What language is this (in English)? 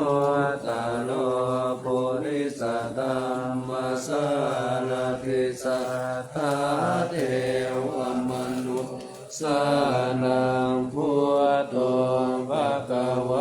Pali